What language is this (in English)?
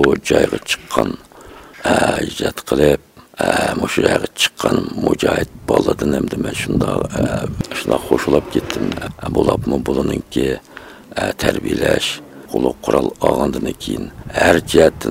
Uyghur